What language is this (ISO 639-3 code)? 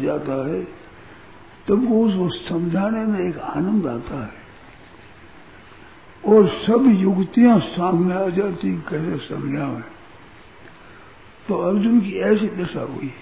hin